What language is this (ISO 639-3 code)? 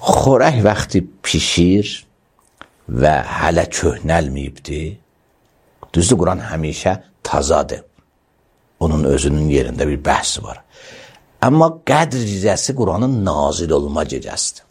aze